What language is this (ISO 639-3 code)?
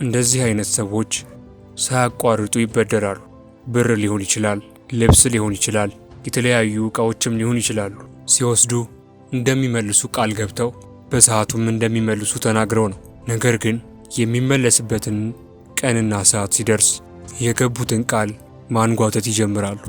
amh